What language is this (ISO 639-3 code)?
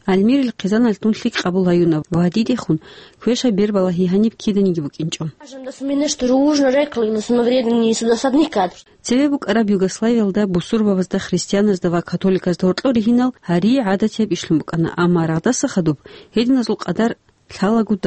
ava